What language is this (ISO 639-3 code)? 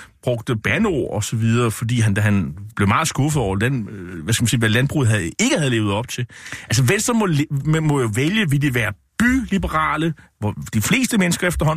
dan